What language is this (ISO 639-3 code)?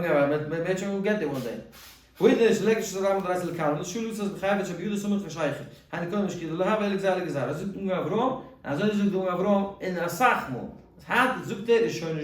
yid